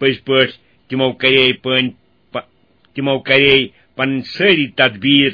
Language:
Kashmiri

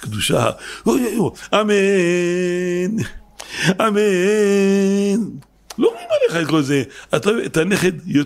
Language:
Hebrew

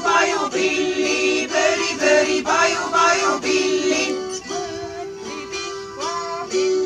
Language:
Estonian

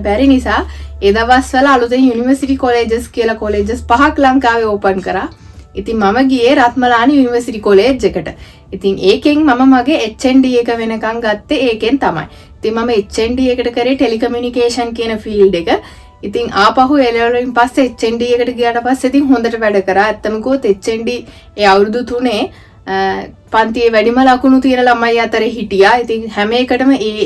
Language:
Sinhala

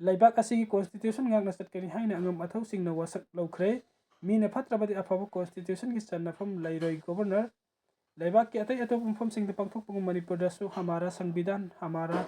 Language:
Manipuri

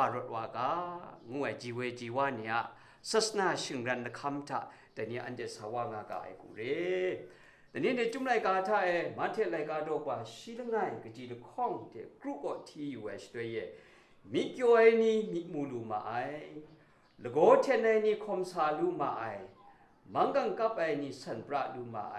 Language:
Kachin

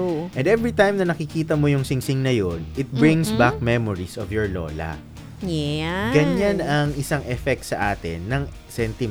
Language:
Filipino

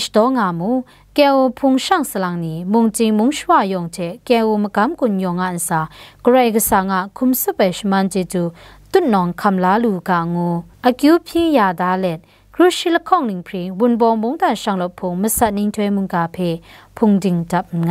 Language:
Kachin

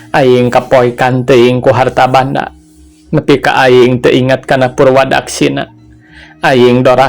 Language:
Sundanese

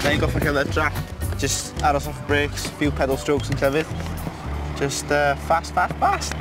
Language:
Welsh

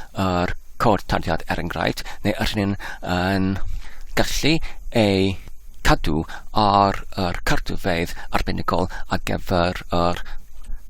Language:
Welsh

